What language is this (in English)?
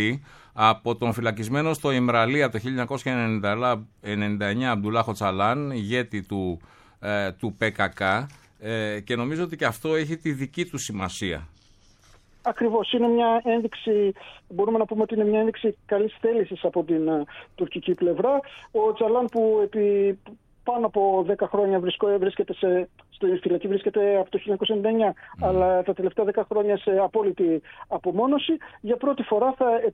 Greek